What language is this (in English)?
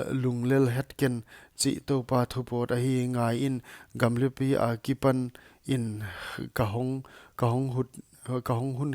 Paite Chin